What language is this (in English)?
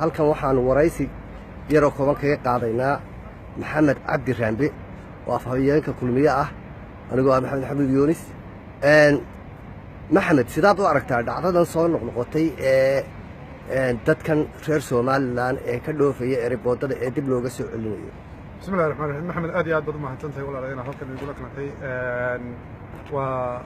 Somali